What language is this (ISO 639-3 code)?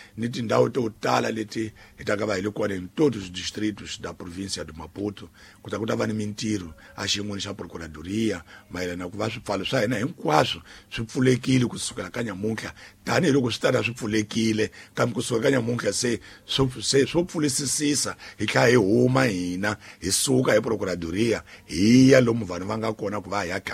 tso